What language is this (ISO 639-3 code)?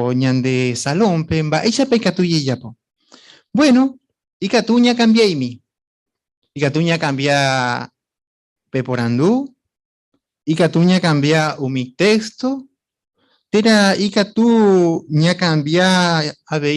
grn